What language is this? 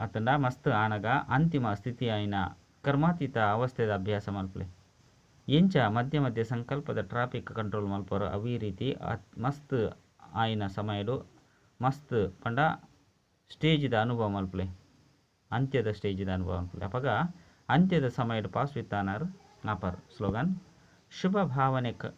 Tulu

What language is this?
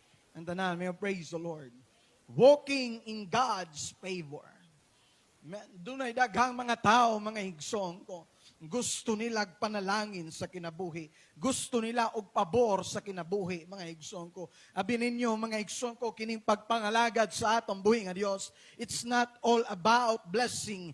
Cebuano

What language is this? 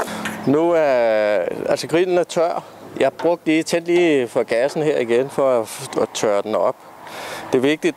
Danish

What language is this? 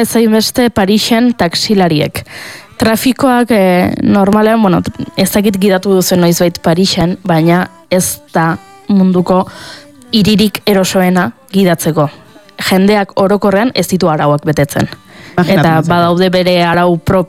Basque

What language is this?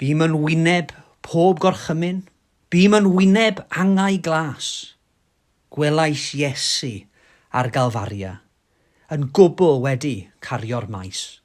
Welsh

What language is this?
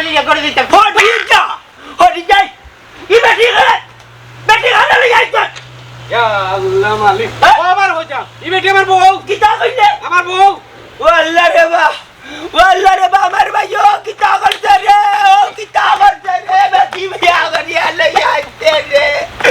Sylheti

